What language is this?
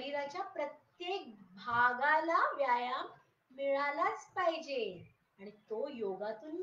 Marathi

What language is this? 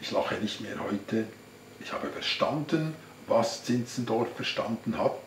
Swiss German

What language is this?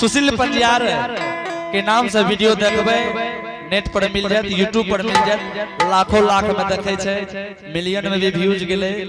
Angika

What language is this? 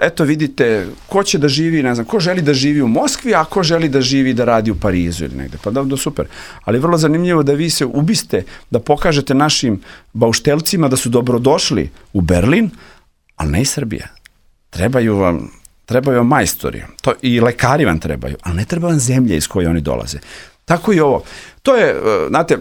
Serbian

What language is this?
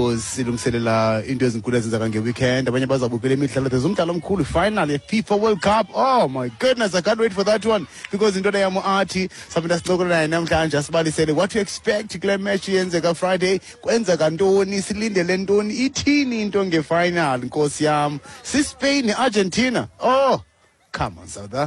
Xhosa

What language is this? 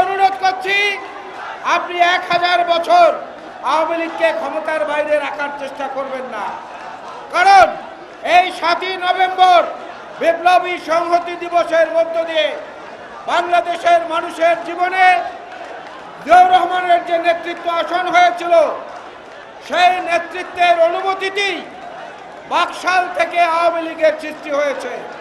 Bangla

